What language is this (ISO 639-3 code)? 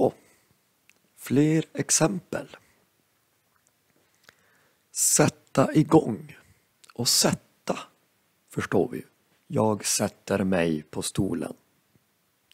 swe